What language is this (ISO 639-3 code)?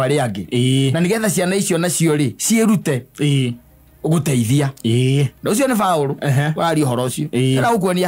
kik